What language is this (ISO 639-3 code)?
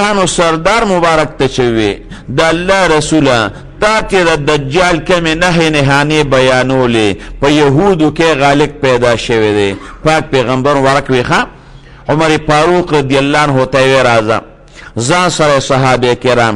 pus